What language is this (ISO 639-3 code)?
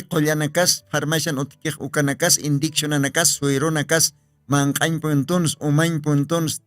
aym